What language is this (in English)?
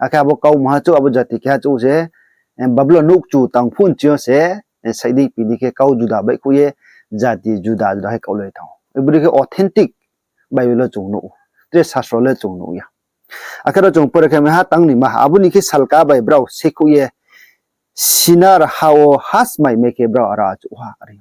Riang (India)